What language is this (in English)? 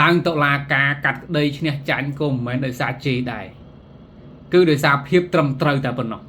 Khmer